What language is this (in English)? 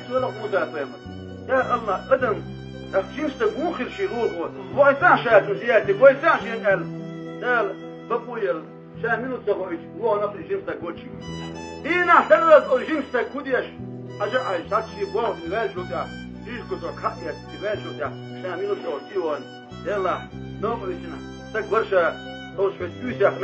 Chechen